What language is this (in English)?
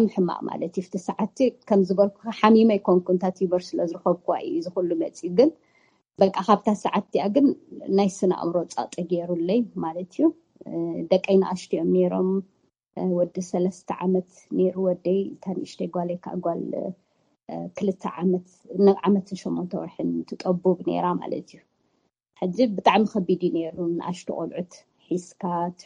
Tigrinya